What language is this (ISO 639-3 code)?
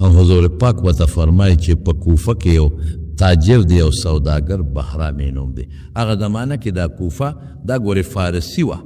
pus